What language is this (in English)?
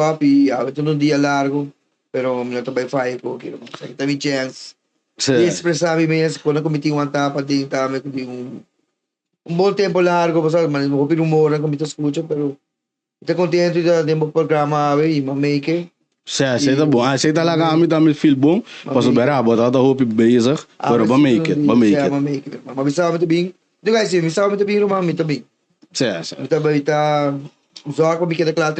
Papiamento